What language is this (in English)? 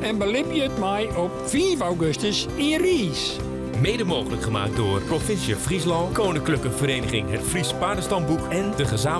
Western Frisian